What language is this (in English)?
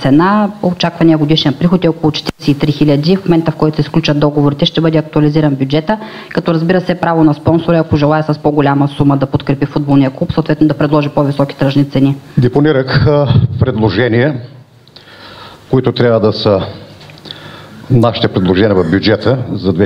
Bulgarian